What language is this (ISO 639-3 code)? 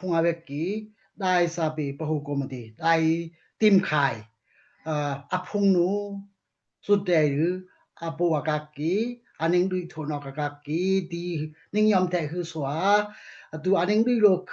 dao